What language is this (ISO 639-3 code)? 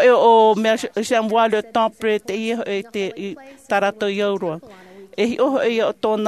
tah